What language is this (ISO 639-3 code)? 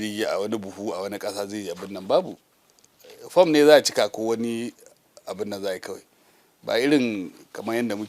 hau